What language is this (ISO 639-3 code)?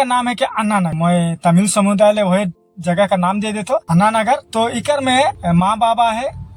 sck